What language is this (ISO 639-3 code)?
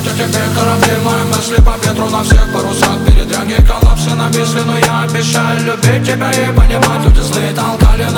rus